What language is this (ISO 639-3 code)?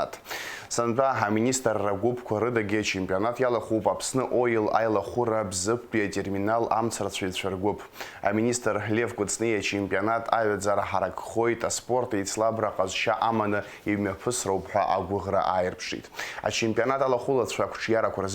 abk